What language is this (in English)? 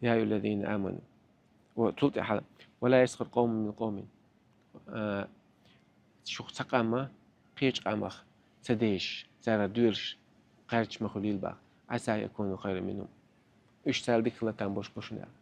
Chechen